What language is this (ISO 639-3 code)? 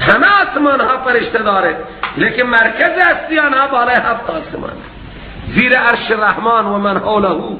fas